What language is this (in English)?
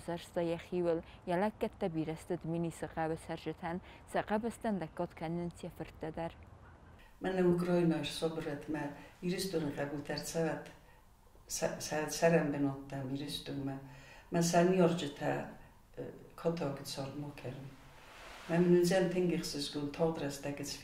Ossetic